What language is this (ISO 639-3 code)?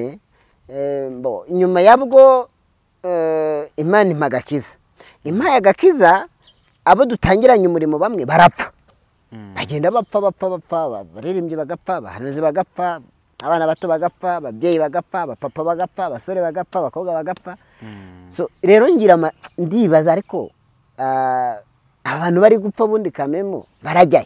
kin